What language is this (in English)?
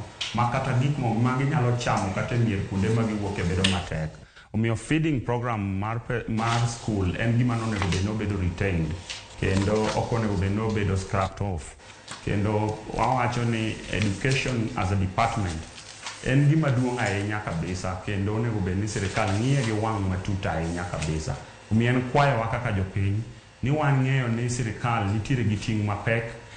Luo (Kenya and Tanzania)